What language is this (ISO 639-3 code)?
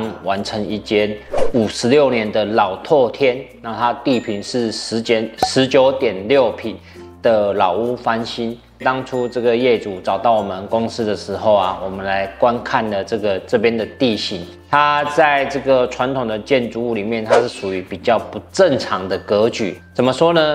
zho